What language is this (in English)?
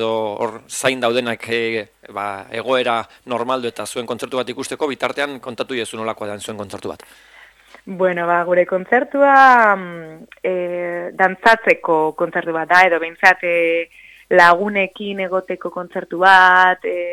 Basque